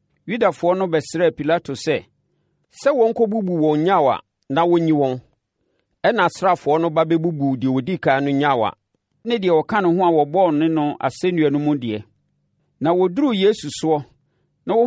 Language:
Akan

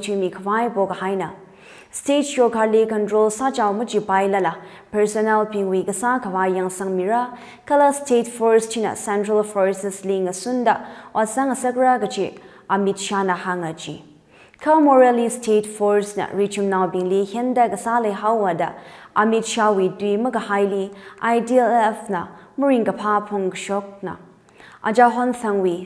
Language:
Tangkhul Naga (India)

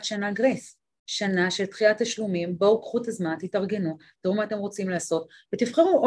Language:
Hebrew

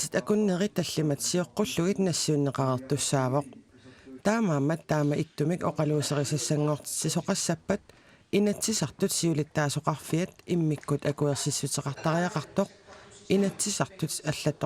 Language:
Kalaallisut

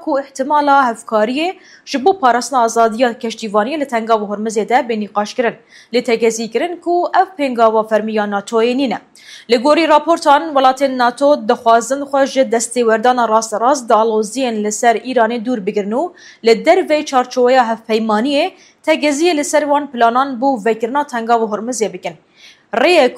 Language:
Kurdish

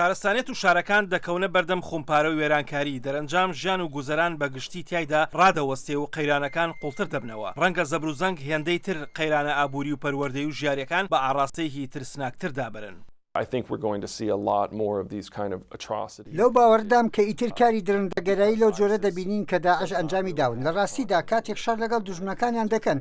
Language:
Central Kurdish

